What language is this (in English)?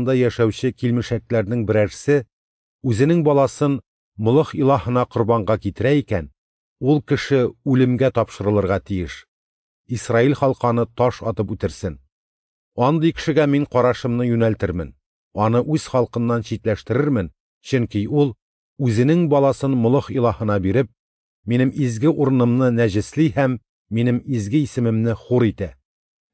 Tatar